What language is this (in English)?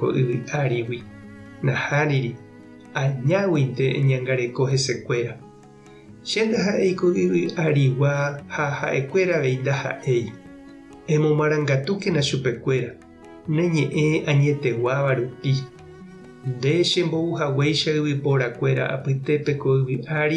Guarani